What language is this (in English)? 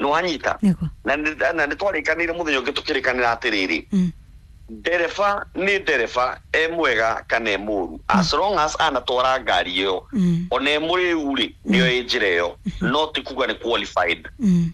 Kikuyu